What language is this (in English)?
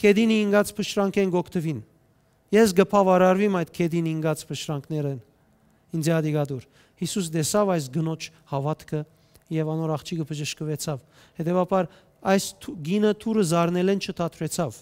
Western Armenian